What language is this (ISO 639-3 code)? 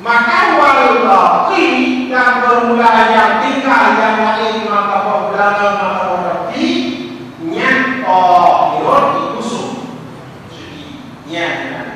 ace